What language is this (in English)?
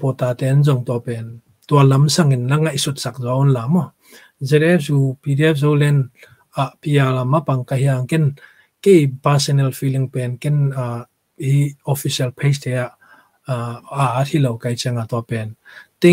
Tedim Chin